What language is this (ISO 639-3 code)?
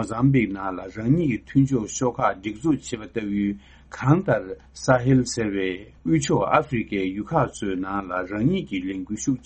bod